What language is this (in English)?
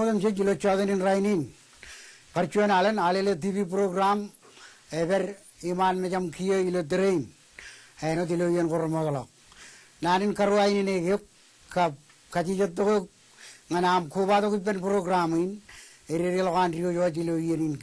Marshallese